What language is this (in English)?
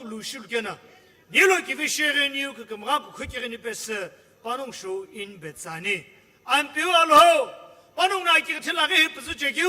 Sumi Naga